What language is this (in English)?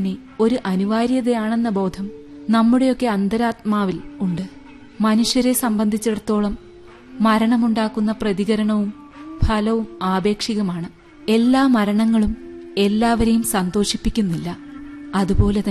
Malayalam